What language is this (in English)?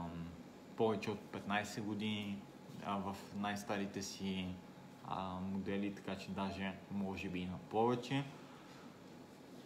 Bulgarian